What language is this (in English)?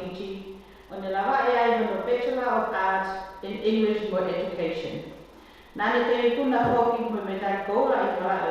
Tongan